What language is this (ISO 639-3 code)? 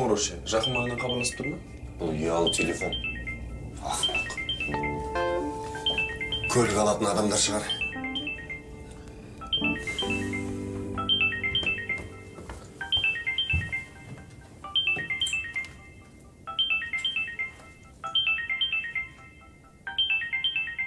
kaz